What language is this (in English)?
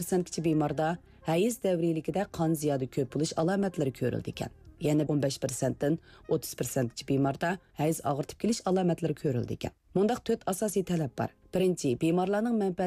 Uyghur